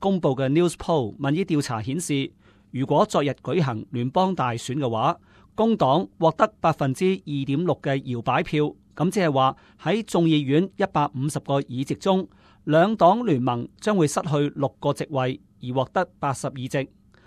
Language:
Cantonese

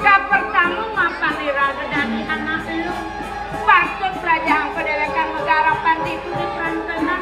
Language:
Balinese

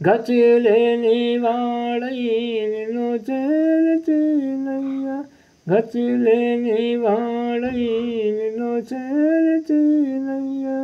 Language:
Telugu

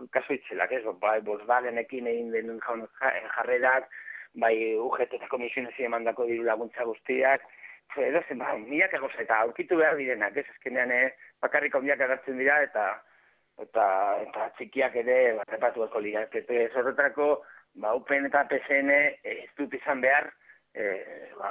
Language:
Basque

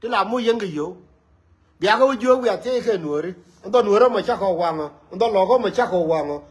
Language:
Nuer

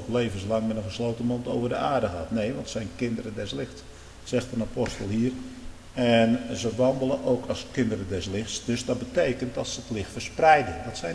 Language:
Dutch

